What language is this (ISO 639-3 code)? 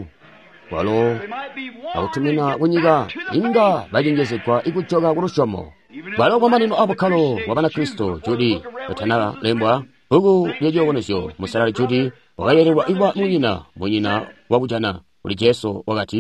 toi